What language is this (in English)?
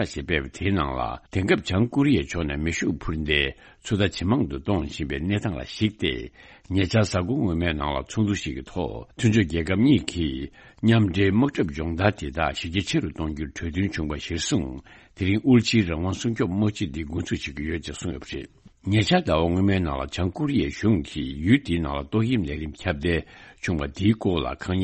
Tibetan